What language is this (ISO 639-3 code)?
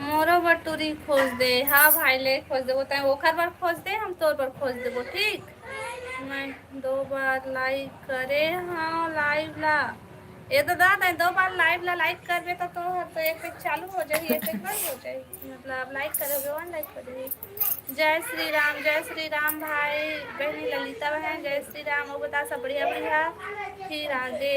hne